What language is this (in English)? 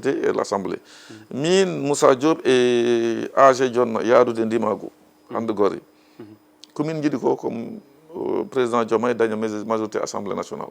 Fula